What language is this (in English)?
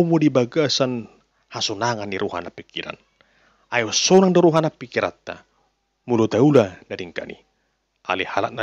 Batak Toba